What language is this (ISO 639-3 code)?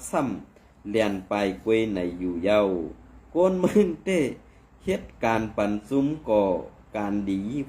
shn